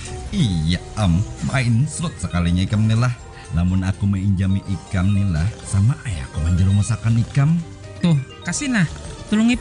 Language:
Banjar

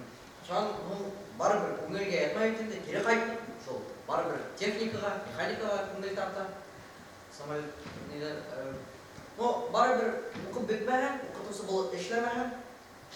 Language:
Bashkir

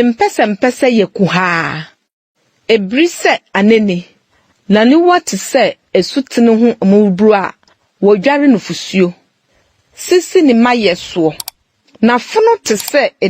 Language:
Akan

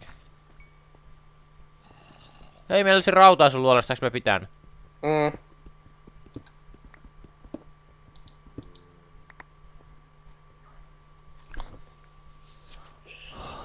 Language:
Finnish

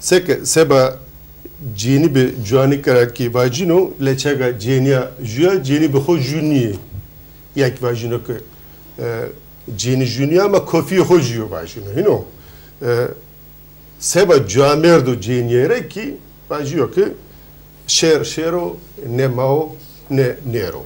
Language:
Zaza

